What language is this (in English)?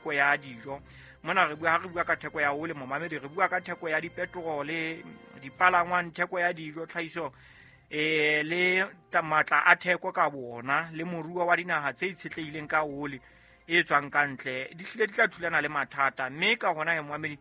Southern Sotho